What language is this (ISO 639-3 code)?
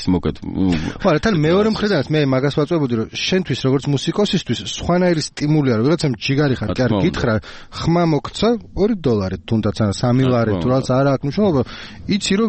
kat